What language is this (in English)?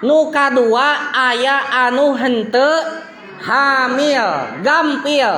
Sundanese